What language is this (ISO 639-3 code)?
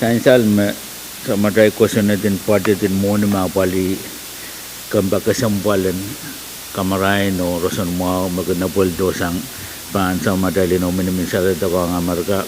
pon